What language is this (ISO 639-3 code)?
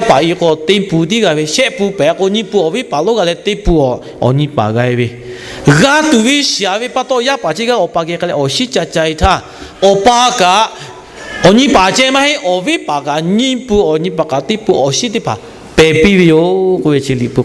lhu